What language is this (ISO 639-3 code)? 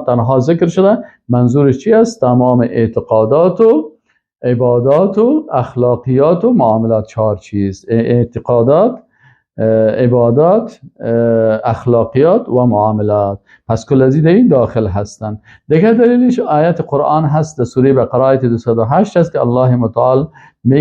fas